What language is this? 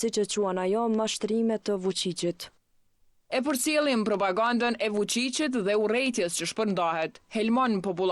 Albanian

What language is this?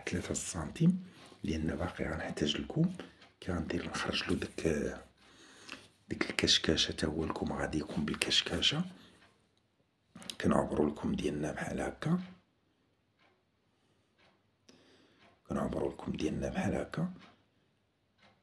Moroccan Arabic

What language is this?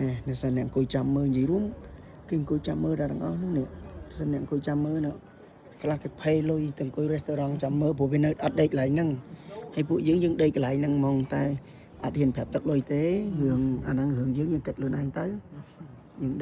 Khmer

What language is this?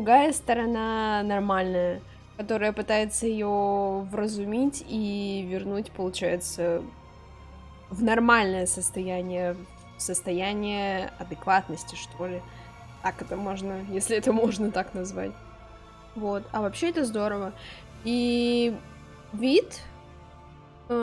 Russian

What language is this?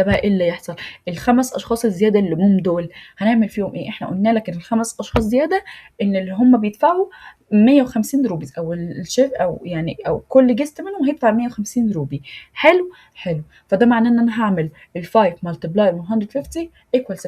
Egyptian Arabic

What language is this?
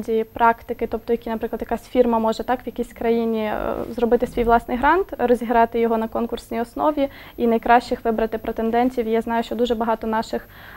Ukrainian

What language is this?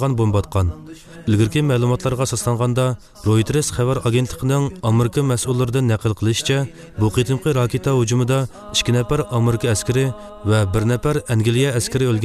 Uyghur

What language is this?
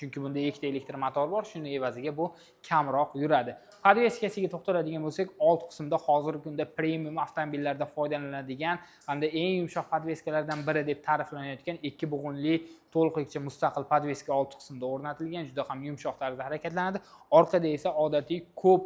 Uzbek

